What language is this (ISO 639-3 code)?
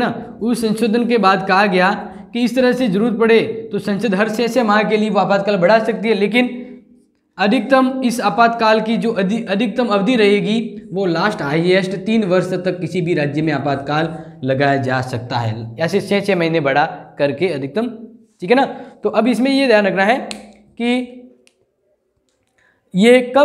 hin